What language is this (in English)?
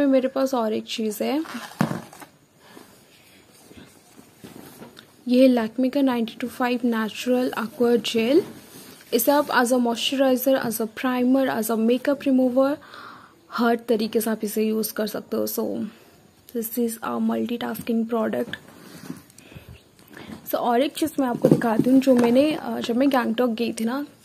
Hindi